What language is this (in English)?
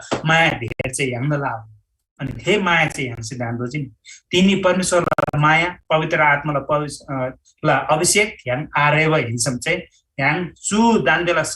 Eastern Tamang